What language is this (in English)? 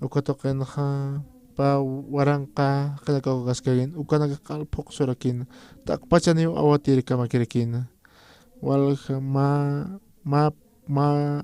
Aymara